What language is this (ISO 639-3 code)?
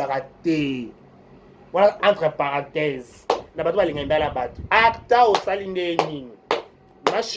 lin